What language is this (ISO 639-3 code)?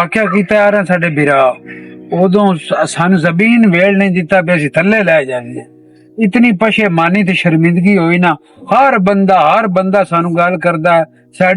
lah